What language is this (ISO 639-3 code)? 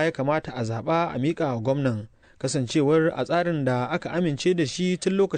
hau